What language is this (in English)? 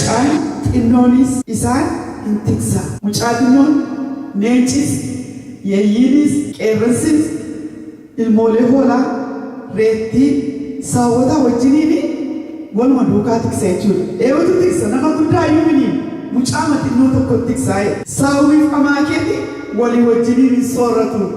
Oromo